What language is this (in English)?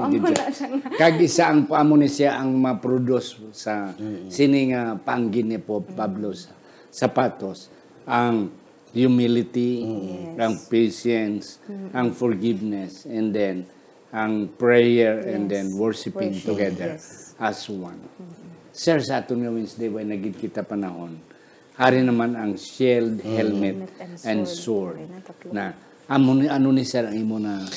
Hiligaynon